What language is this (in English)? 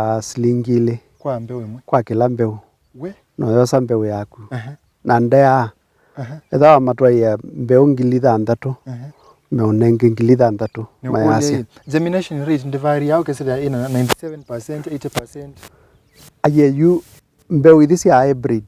Kamba